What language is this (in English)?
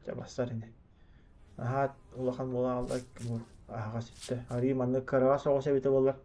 Yakut